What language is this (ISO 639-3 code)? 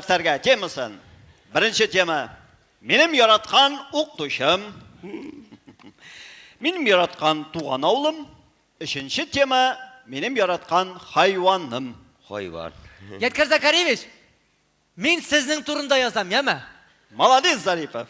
tat